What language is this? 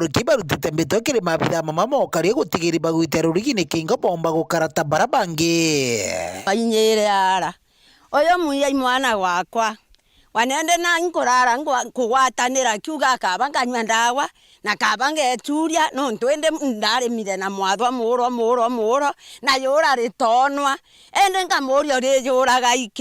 Meru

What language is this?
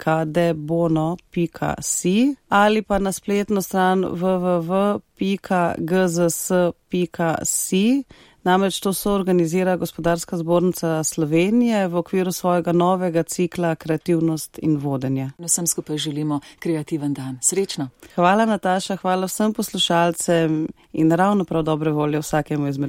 Slovenian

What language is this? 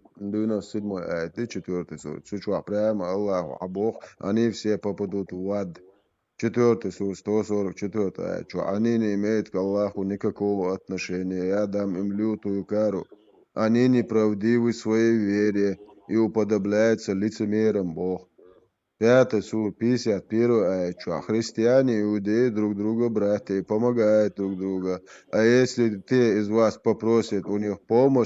Chechen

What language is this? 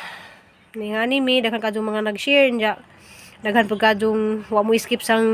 Cebuano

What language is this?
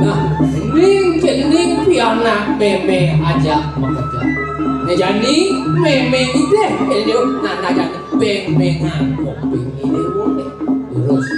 Balinese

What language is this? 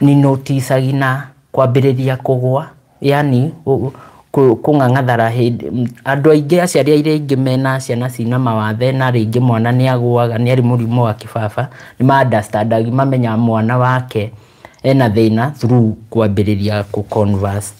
Kikuyu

